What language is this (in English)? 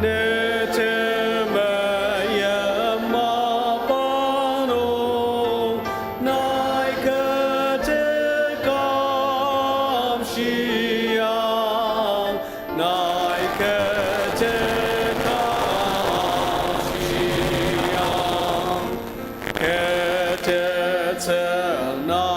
Ao Naga